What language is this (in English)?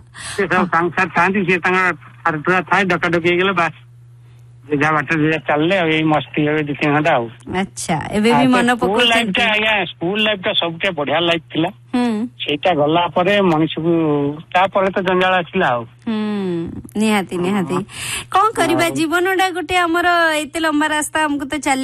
Odia